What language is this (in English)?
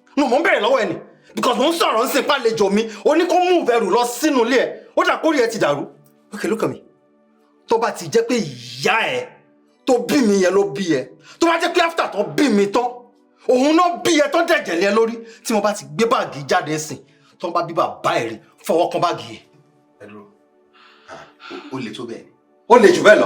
Yoruba